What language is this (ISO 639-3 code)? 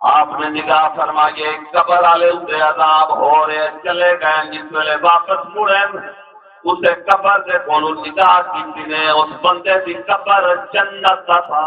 skr